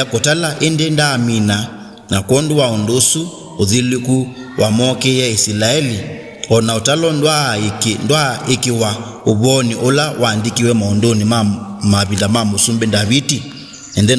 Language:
Kamba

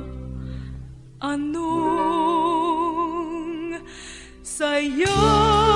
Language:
Filipino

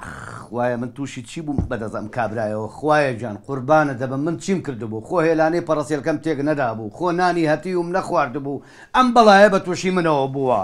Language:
Central Kurdish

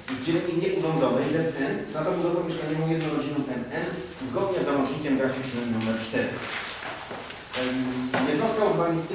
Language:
Polish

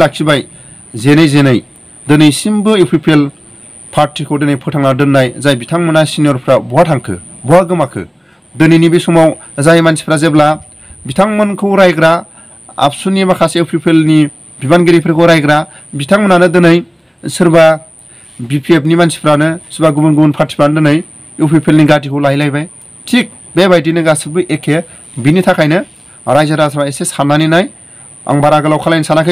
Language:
Bodo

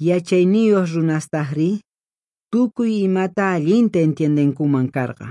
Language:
Quechua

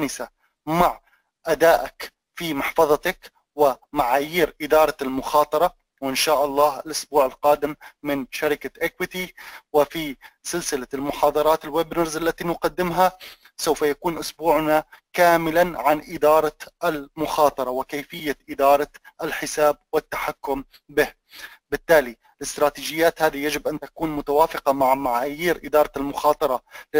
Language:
Arabic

